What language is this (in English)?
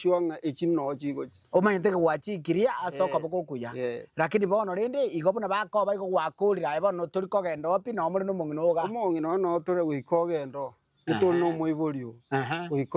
Gusii